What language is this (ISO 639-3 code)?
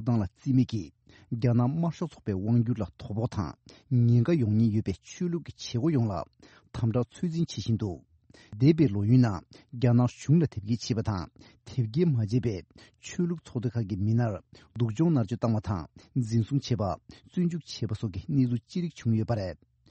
bod